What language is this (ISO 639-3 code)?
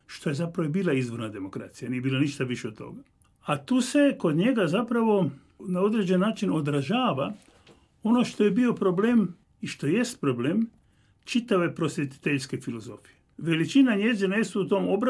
hrv